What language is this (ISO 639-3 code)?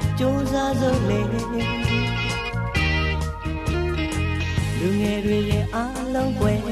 mya